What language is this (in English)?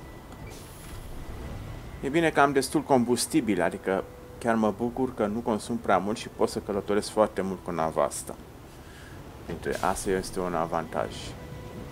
Romanian